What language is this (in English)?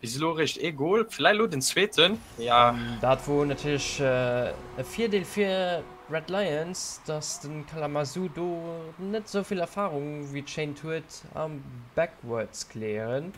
Luxembourgish